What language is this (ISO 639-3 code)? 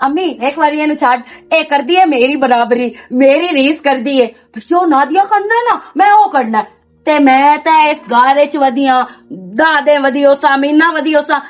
lah